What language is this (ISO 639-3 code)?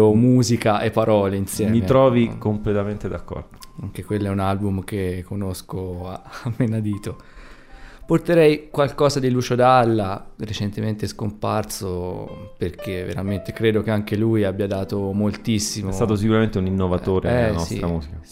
ita